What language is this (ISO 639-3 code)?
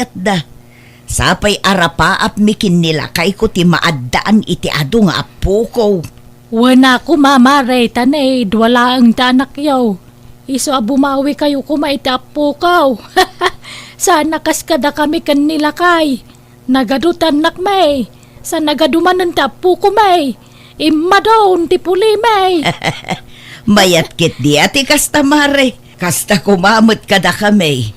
ilo